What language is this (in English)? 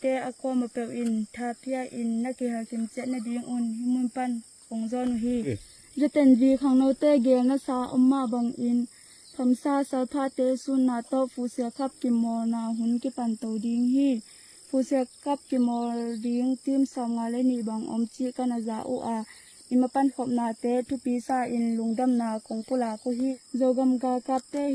Tedim Chin